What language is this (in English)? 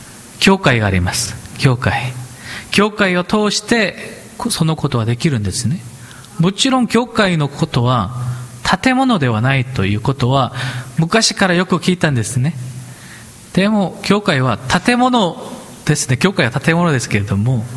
Japanese